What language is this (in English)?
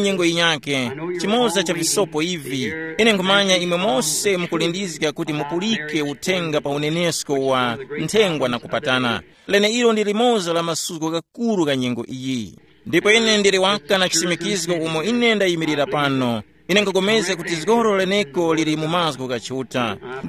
Tumbuka